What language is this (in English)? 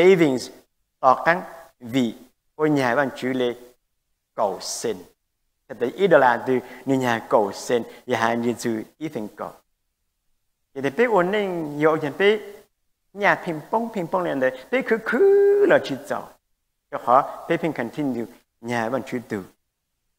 Vietnamese